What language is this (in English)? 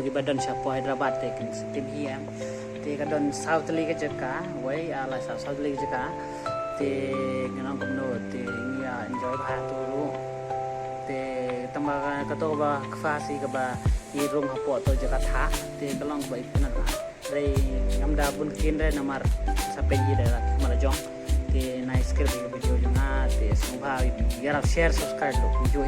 Khasi